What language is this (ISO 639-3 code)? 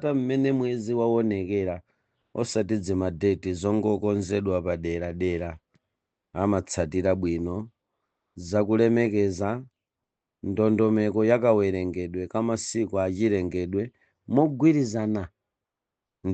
nya